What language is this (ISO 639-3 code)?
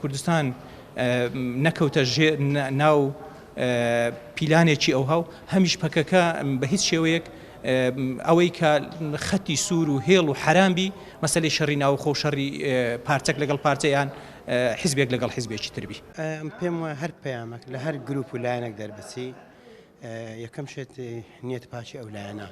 ckb